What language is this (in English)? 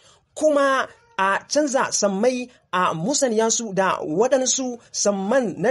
Hausa